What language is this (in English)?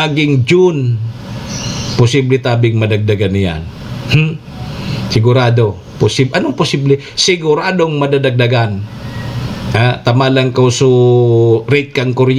Bikol